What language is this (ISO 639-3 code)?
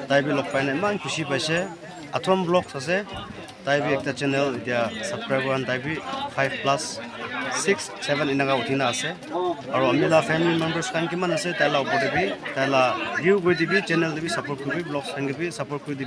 nag